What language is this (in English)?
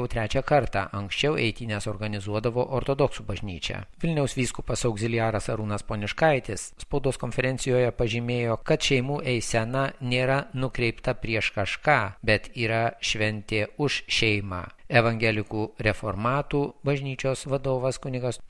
Lithuanian